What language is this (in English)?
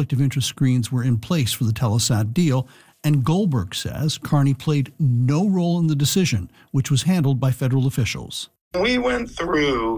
English